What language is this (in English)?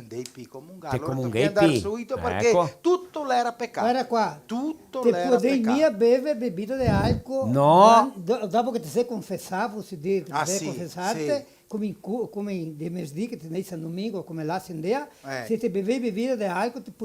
Venetian